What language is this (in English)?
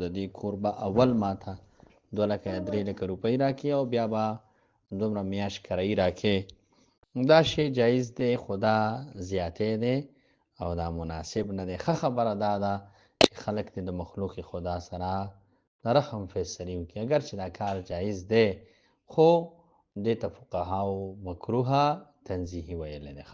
Pashto